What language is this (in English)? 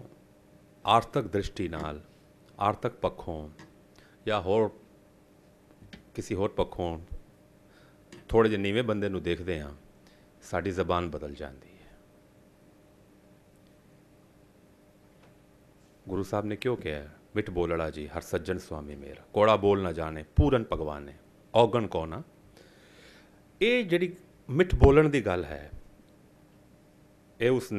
Punjabi